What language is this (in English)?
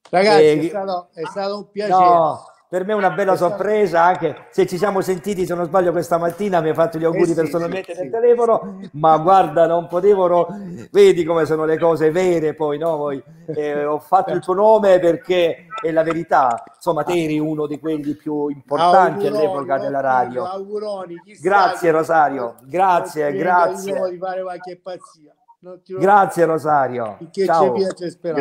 Italian